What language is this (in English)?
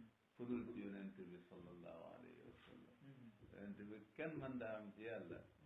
Wolof